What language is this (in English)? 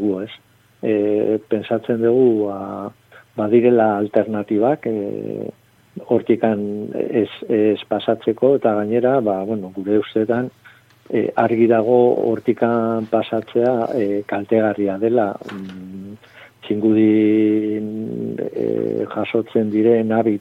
Basque